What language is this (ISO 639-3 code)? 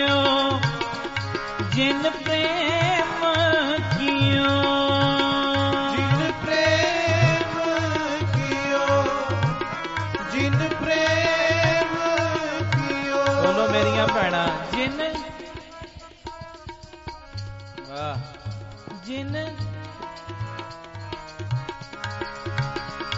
pan